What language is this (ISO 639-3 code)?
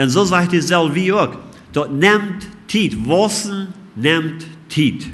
pdt